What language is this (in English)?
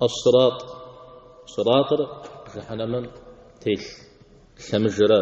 Kabardian